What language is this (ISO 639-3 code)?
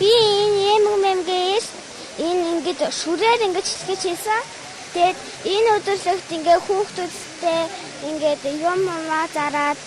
mon